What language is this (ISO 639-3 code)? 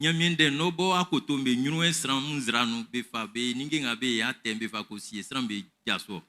bci